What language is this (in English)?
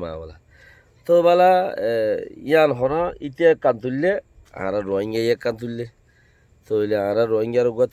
Rohingya